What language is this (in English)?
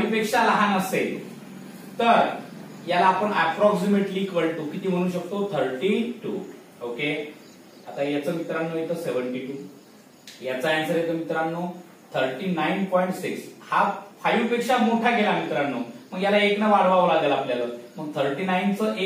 Marathi